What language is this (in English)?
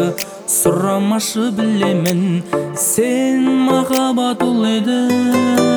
Kazakh